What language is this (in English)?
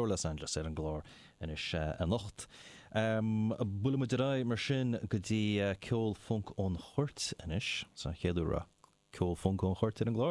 Irish